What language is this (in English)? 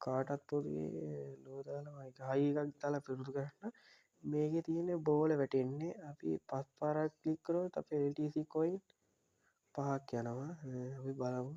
Sinhala